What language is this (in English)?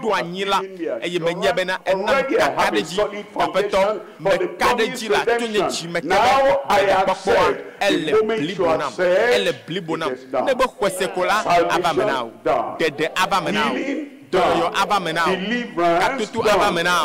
Ewe